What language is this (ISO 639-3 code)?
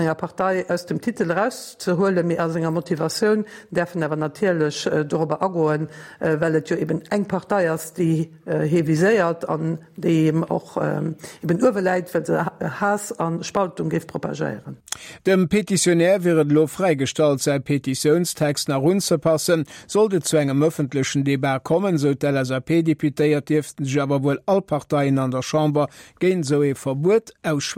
ltz